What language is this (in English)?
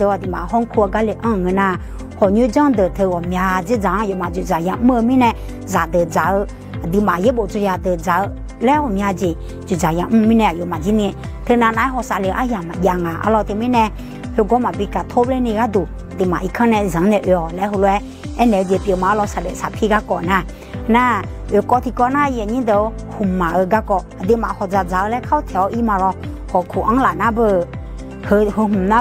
Akha